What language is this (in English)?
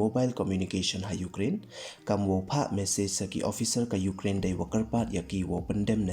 Pnar